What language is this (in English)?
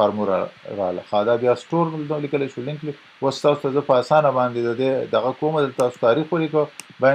Pashto